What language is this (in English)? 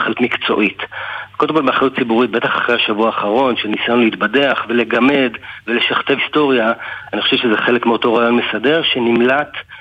Hebrew